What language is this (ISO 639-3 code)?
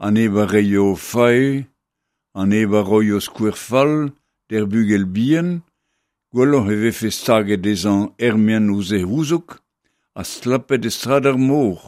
bre